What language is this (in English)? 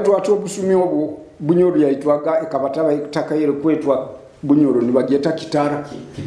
Nyoro